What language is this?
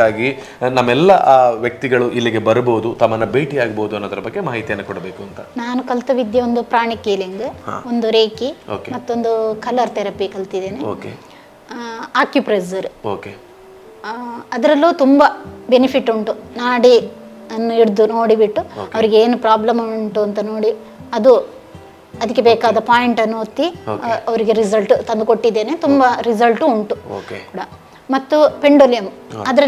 Kannada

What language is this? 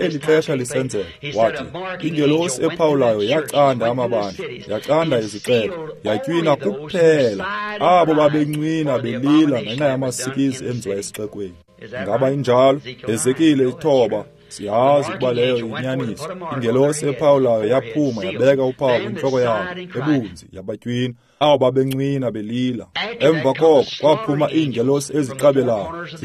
Xhosa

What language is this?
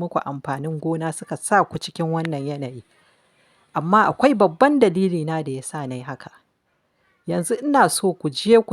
Hausa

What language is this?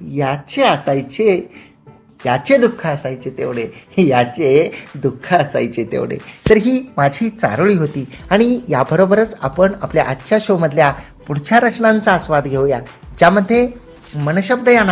Marathi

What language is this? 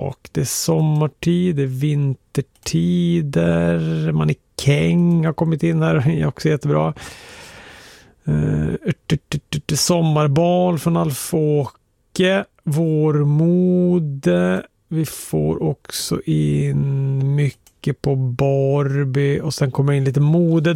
Swedish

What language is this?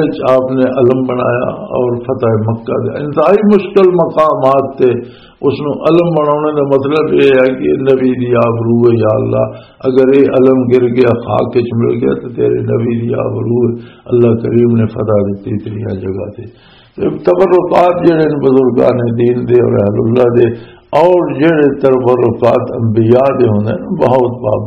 Western Panjabi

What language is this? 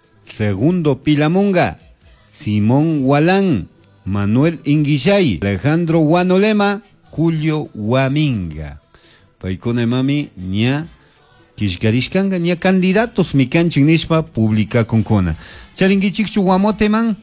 Chimborazo Highland Quichua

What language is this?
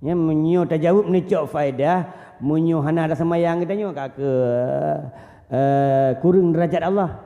Achinese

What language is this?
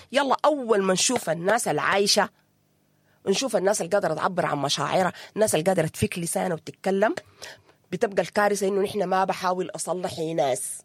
Sudanese Arabic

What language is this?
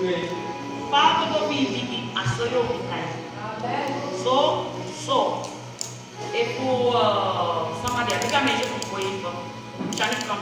Saramaccan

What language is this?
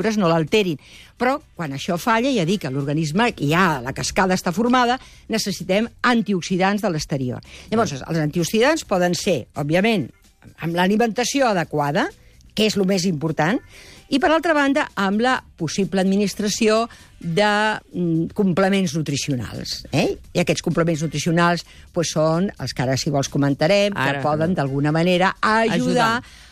Catalan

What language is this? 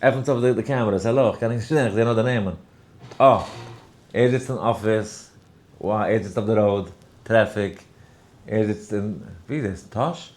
Yiddish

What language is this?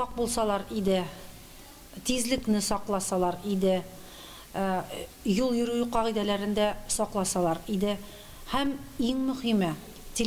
Tatar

